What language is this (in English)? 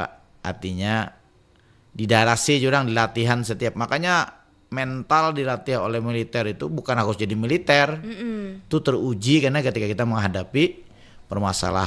Banjar